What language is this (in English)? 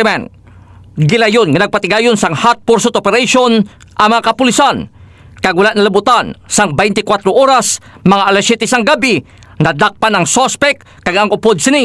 Hiligaynon